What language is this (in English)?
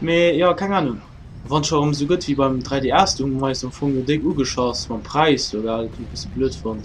Luxembourgish